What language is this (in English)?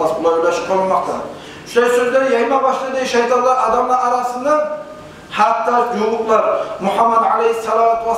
Kumyk